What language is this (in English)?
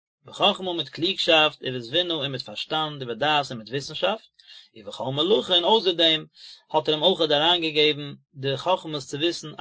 Yiddish